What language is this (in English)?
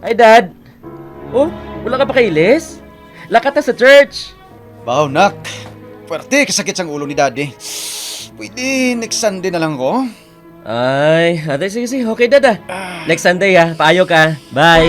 Hiligaynon